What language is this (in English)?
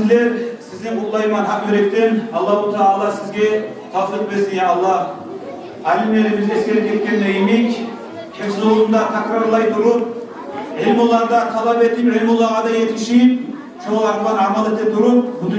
Kumyk